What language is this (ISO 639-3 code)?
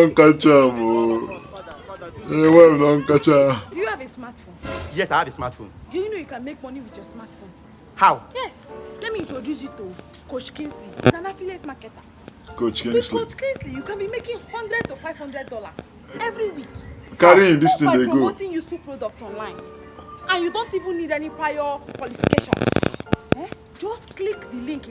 pcm